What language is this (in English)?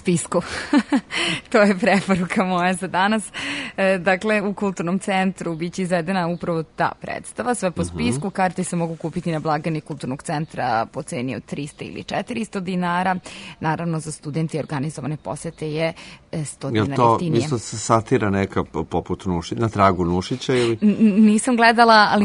Serbian